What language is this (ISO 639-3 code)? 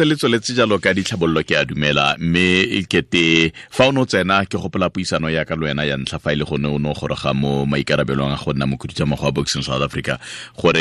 tsn